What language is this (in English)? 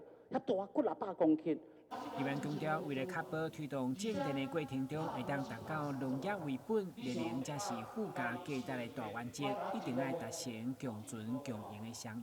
Min Nan Chinese